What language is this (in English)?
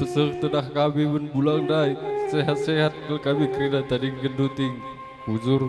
Batak Karo